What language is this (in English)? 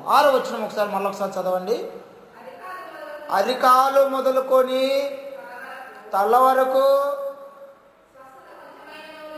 Telugu